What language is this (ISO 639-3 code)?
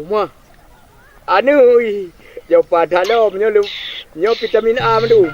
ace